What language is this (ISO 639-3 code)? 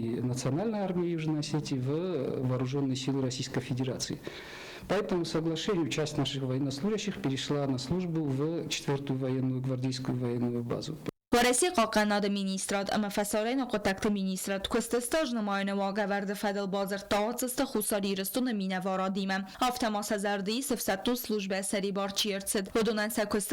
oss